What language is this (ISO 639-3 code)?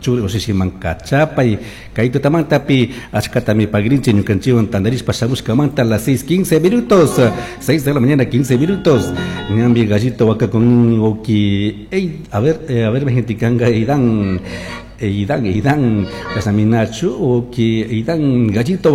qug